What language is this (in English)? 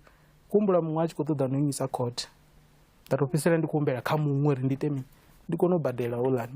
Venda